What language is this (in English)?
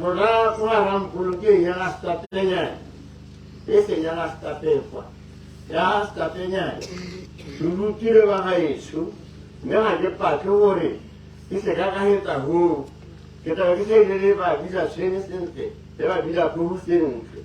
Tswana